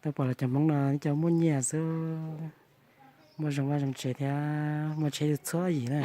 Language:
Hmong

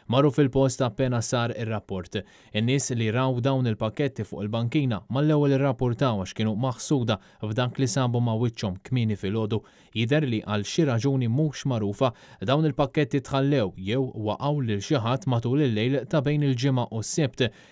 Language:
Maltese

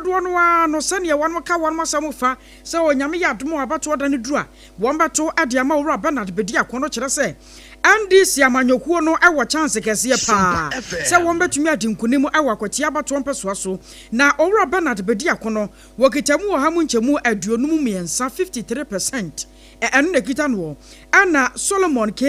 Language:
Akan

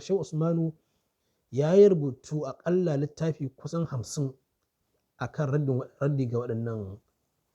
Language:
Hausa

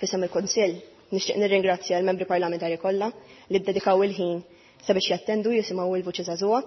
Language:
Maltese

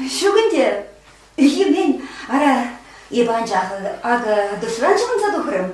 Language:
Chuvash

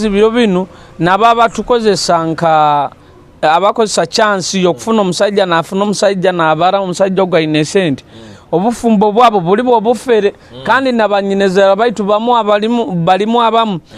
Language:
Nyoro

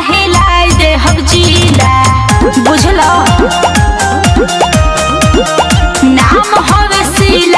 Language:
Bhojpuri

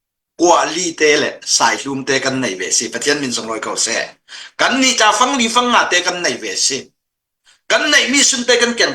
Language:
Hakha Chin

